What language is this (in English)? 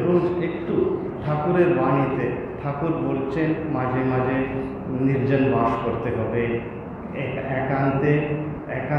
Bangla